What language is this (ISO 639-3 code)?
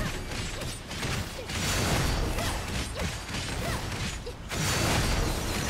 zho